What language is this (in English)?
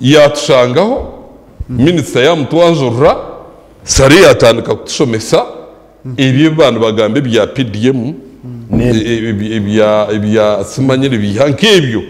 Nyankole